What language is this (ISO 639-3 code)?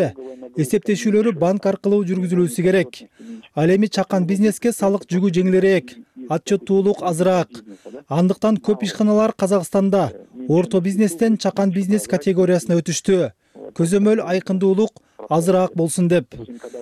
kir